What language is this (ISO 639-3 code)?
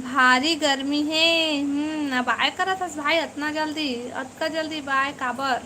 hne